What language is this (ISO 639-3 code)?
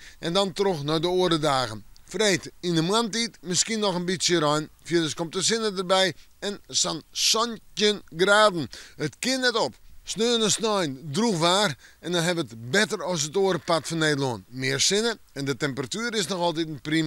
fry